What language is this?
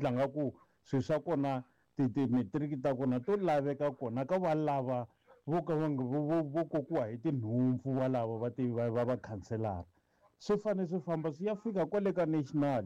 Tsonga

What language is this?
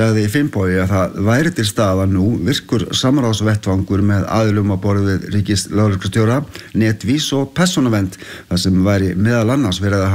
Icelandic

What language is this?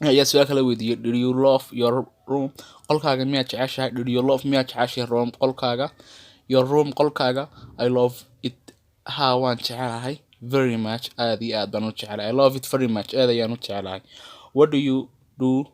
Somali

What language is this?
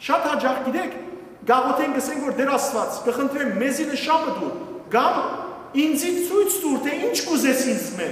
Western Armenian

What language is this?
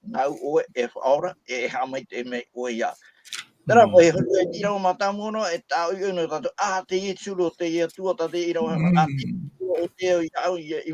Tahitian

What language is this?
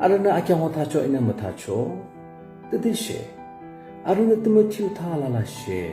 Yimchungru Naga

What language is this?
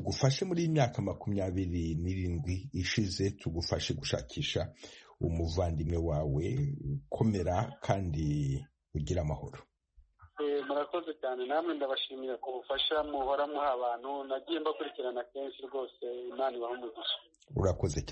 Kinyarwanda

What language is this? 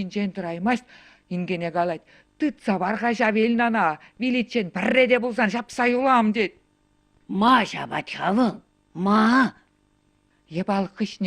Chuvash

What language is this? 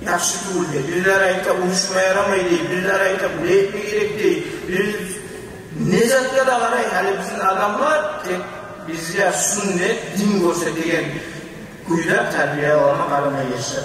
Kumyk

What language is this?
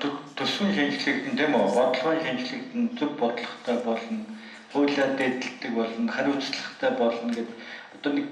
Mongolian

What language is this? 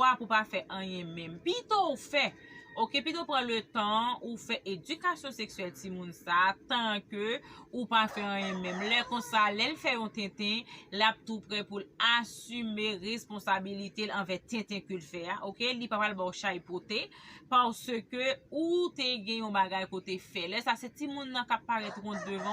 Haitian Creole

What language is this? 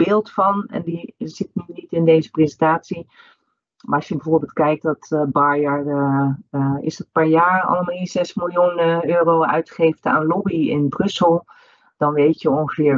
Dutch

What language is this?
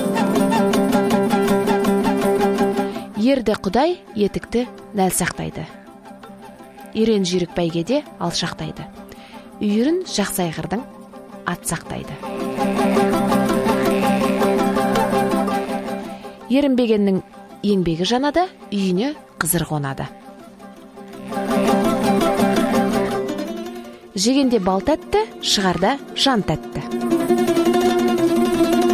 Kazakh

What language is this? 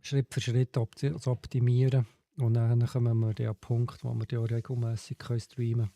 Swiss German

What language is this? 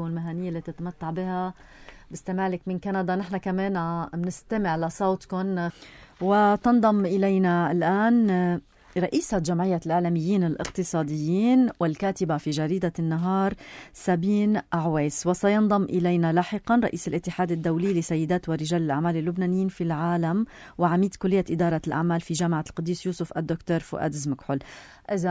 North Levantine Arabic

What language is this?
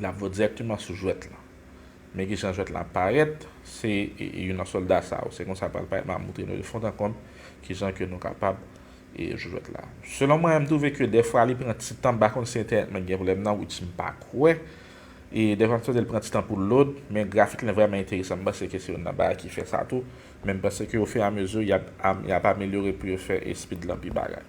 Haitian Creole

